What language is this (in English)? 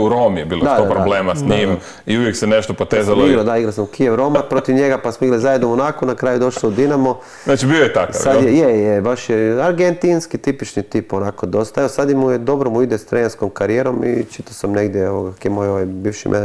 Croatian